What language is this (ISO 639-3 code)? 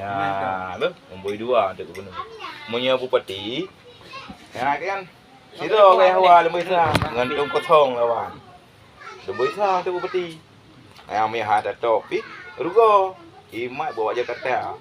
ace